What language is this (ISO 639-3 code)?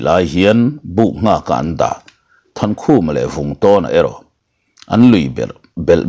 lus